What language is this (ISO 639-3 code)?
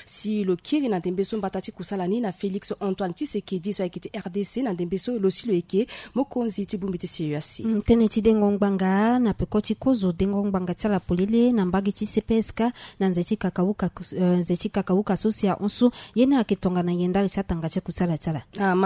sag